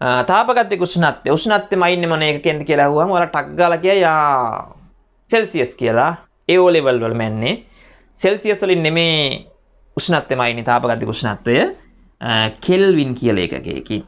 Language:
Sinhala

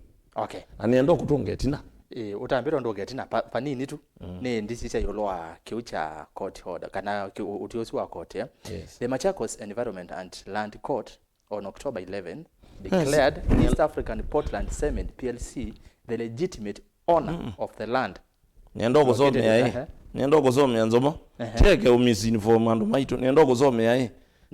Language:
Kamba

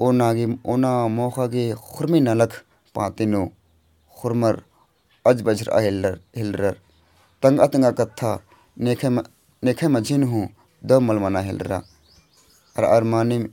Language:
Kurukh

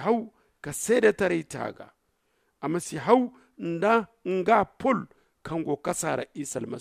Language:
Zarma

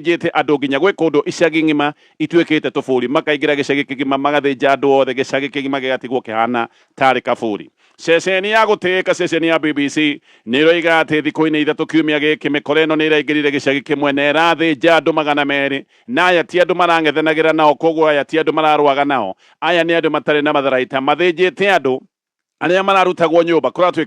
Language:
Kikuyu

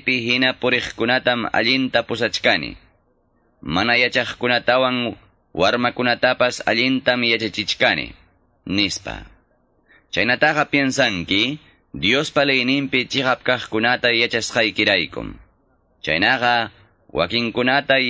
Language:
Quechua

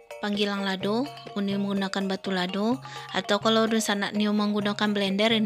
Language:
Minangkabau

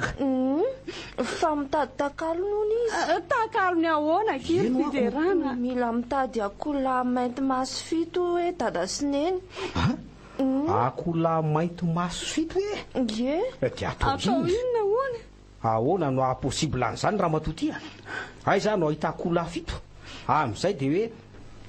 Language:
Malagasy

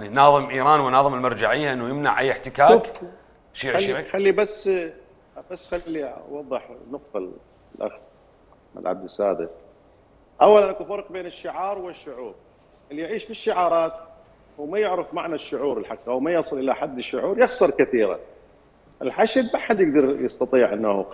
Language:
Mesopotamian Arabic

